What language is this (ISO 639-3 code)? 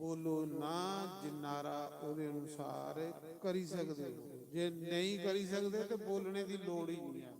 doi